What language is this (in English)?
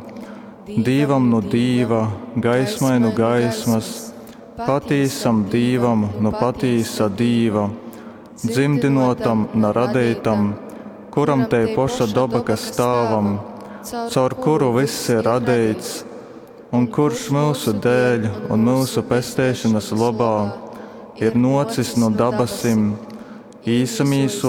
Latgalian